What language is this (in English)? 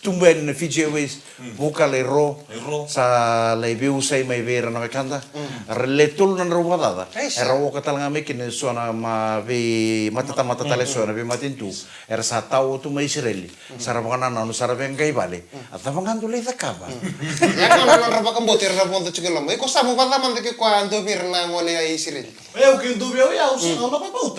Fijian